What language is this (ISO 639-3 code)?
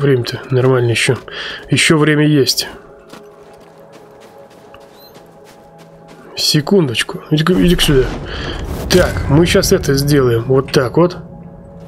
rus